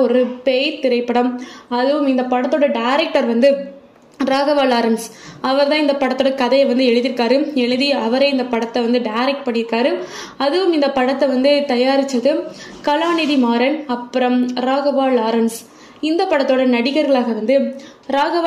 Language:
Tamil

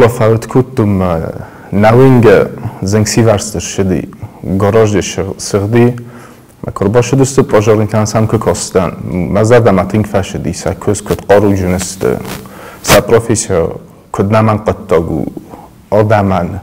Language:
Ossetic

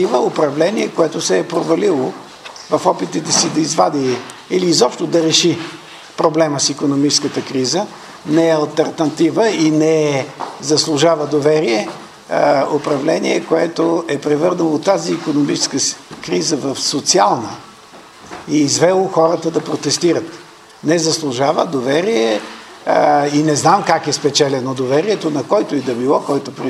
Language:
Bulgarian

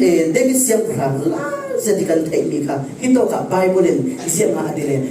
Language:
Falam Chin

